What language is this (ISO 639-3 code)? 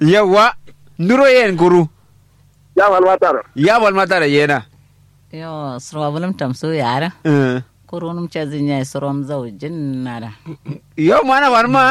kau